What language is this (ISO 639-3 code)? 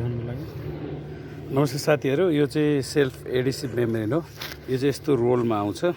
nep